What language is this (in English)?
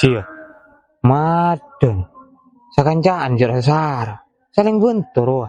Madurese